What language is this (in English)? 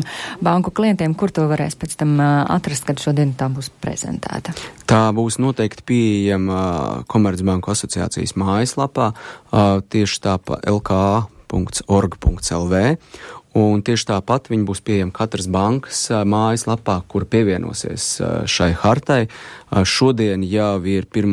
Latvian